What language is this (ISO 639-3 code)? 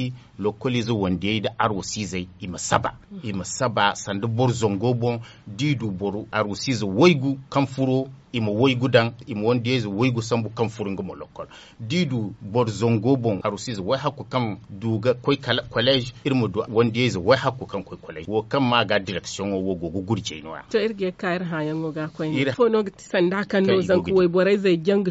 dje